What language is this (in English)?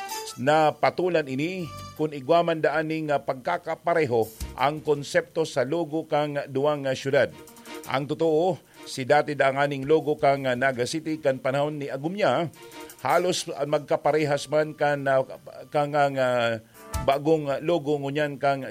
Bikol